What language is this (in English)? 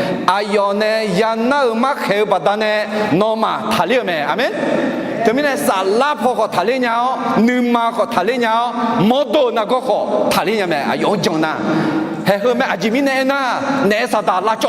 Akha